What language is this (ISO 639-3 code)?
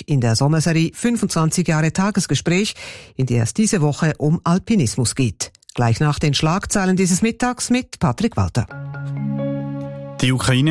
deu